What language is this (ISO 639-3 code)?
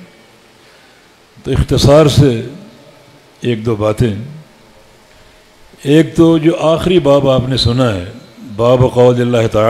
urd